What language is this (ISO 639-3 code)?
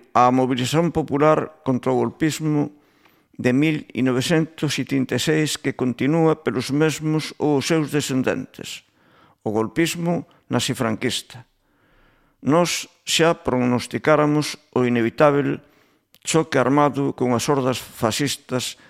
glg